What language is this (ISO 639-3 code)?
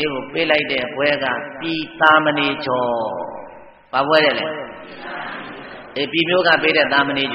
mya